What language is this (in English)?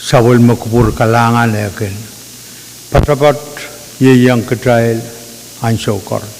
Pohnpeian